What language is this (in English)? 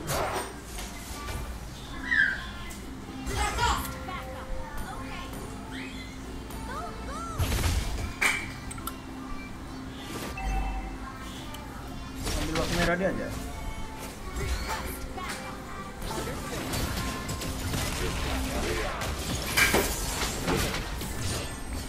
Indonesian